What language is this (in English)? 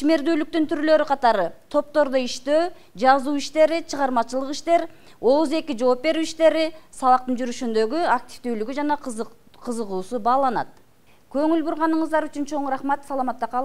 Kyrgyz